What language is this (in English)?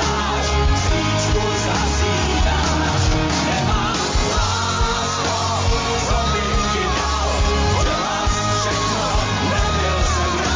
Czech